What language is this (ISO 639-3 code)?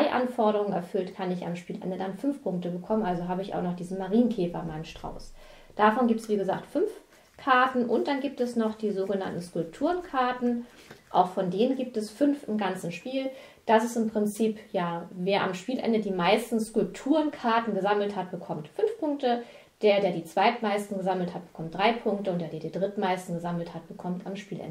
deu